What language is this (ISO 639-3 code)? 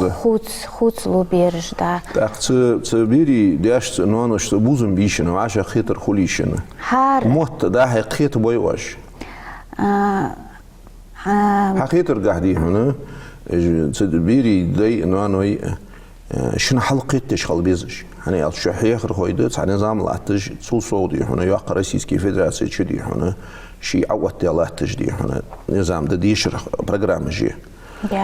inh